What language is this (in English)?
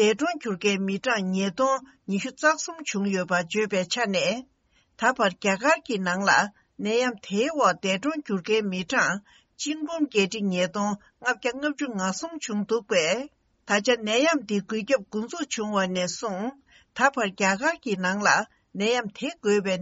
Tibetan